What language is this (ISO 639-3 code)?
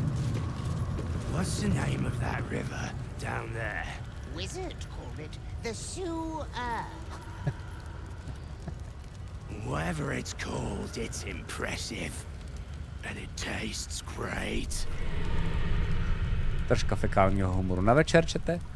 ces